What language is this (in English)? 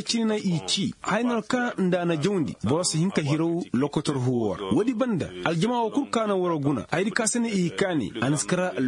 Koyraboro Senni